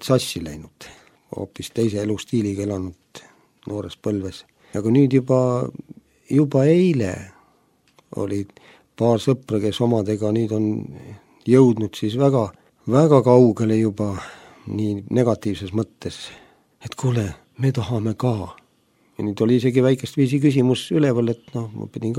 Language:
Estonian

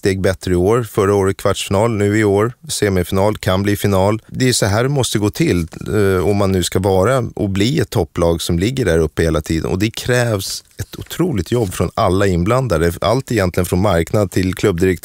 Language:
Swedish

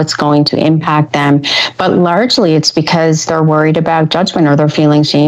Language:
English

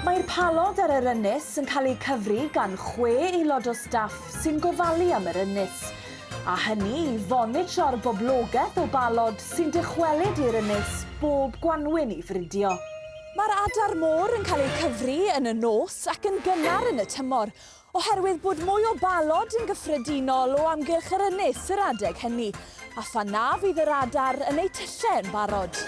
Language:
Welsh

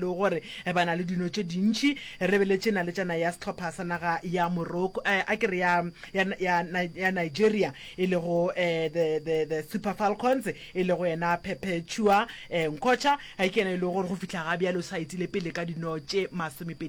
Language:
Northern Sotho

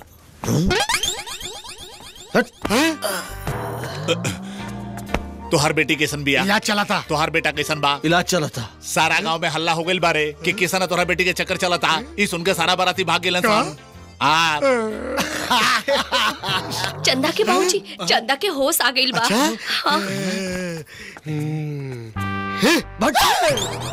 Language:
Bhojpuri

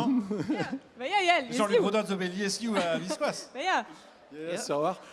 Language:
Breton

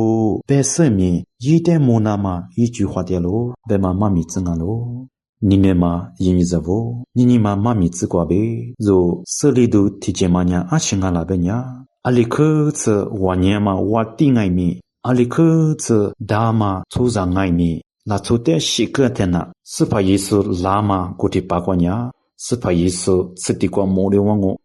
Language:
Lisu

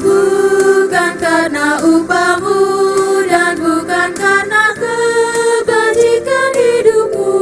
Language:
Ambonese Malay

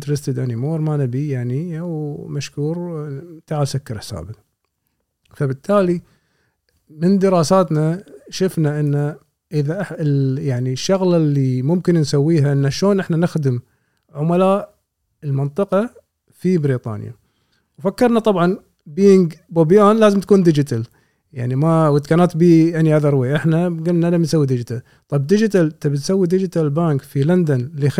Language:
Gulf Arabic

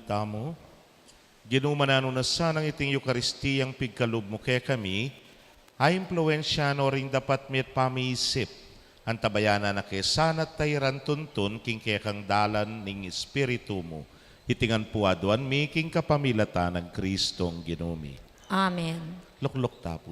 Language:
Pampanga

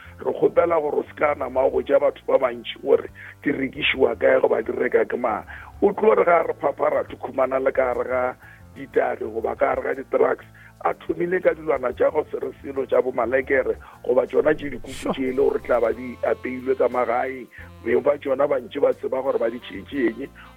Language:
Northern Sotho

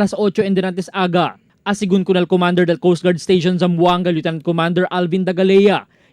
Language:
Chavacano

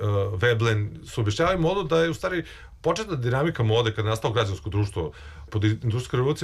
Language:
Serbian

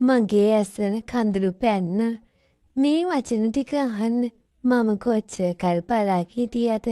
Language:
Sinhala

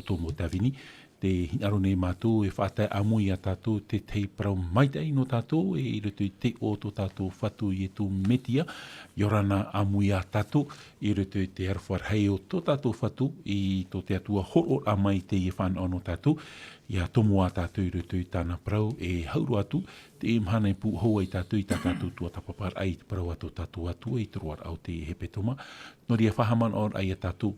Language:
Tahitian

